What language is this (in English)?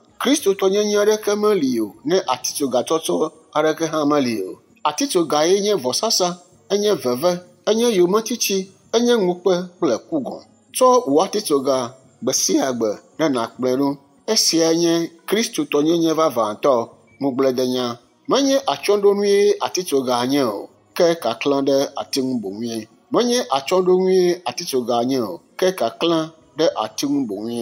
Ewe